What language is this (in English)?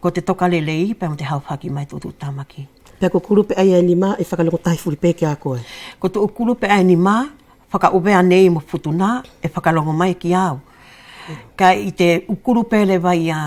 Wallisian